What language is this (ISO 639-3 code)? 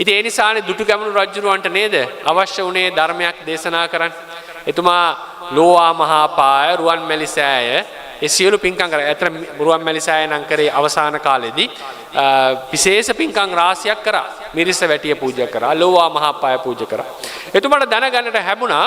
sin